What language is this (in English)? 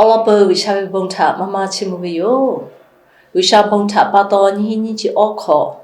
Lahu